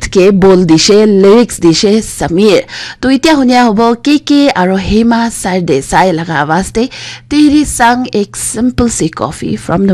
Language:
Naga Pidgin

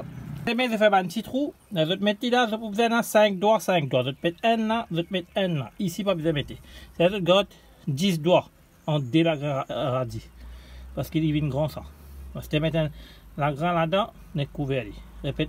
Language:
Morisyen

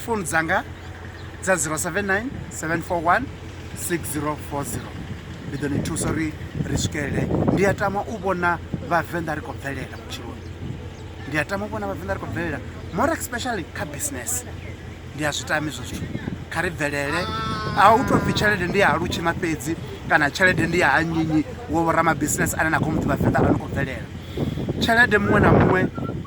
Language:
Venda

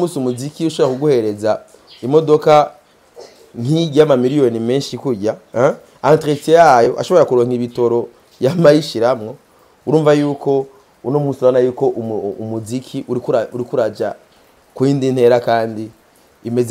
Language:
Rundi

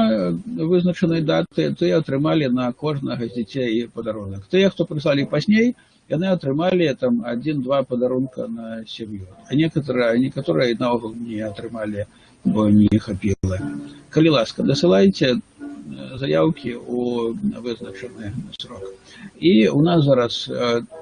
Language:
Belarusian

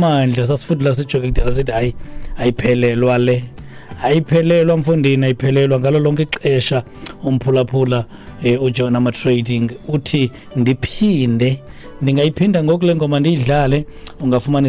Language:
Xhosa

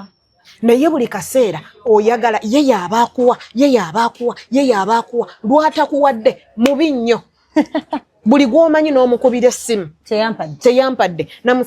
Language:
Ganda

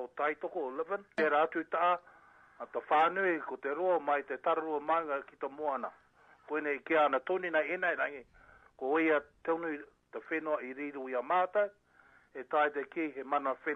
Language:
Māori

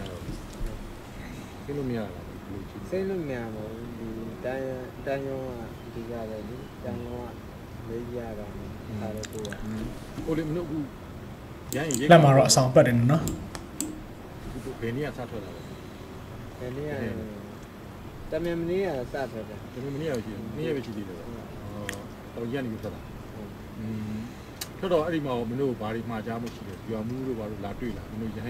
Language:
Burmese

